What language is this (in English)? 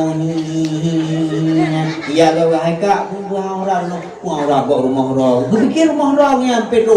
Achinese